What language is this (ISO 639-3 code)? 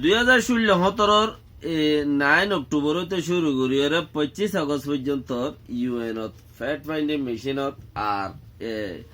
rhg